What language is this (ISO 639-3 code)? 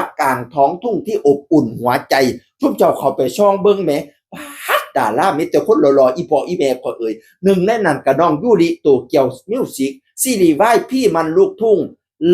tts